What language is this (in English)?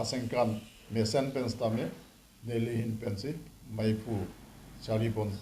Karbi